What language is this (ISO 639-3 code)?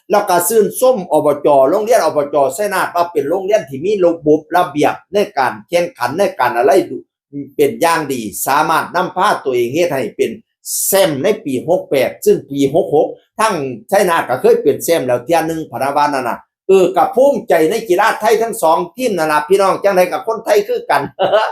tts